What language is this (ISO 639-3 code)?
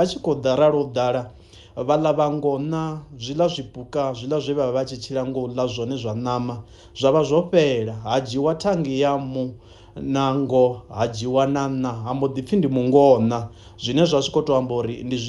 ven